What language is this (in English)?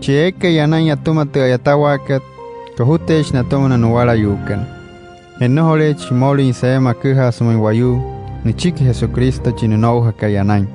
Wayuu